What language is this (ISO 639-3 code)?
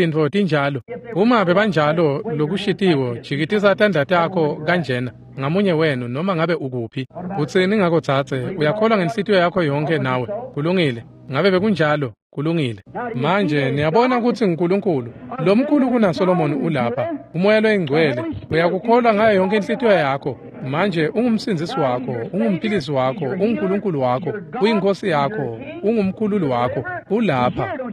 ssw